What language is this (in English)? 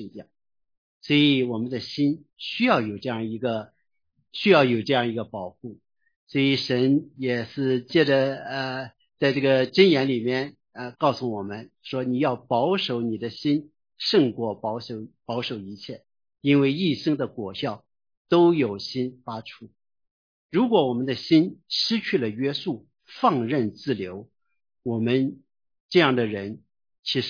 Chinese